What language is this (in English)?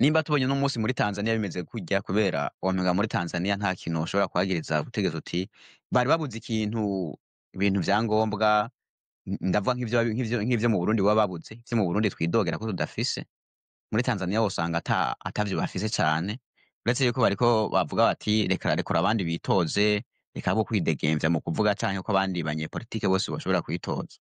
Rundi